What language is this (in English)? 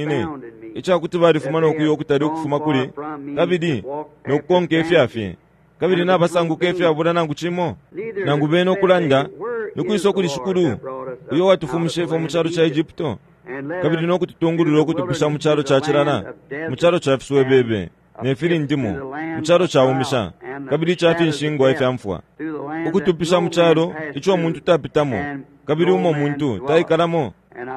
Bemba